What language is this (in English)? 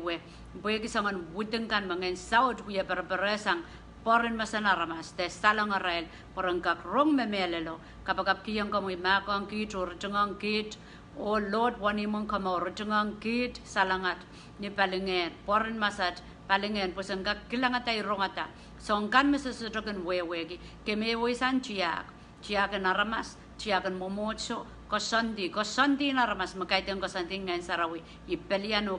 Pohnpeian